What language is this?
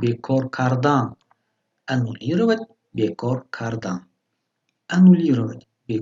Tajik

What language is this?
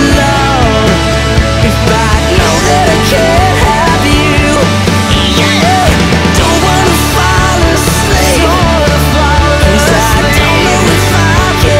English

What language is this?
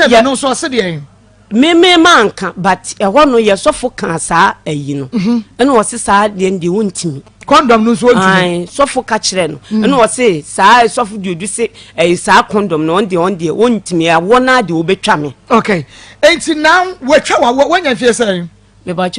Akan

